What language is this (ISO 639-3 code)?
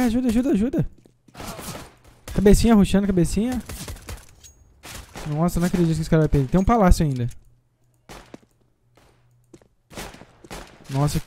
por